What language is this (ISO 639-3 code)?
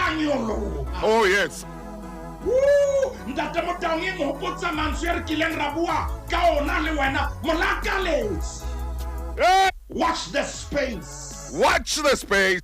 sot